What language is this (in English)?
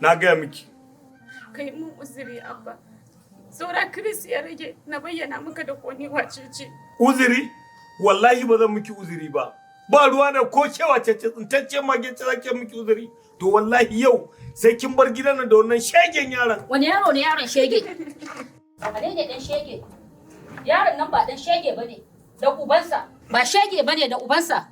Hausa